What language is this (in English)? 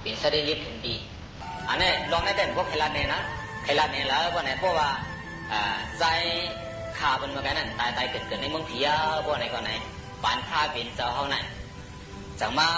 Shan